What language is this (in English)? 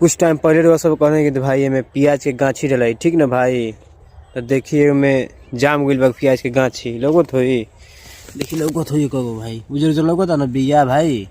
Bhojpuri